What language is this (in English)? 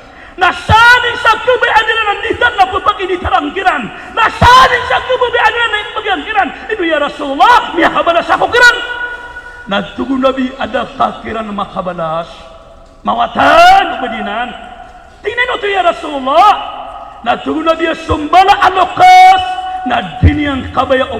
Maranao